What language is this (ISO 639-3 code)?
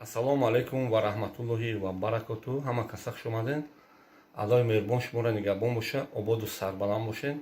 tgk